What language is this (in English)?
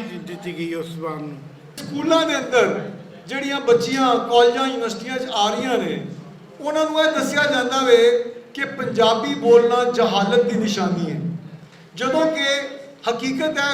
Western Panjabi